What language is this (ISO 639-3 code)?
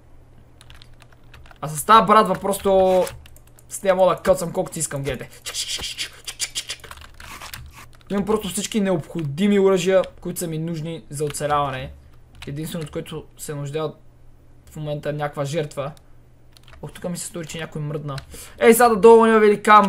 bul